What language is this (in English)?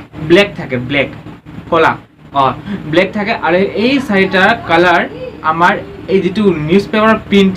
Assamese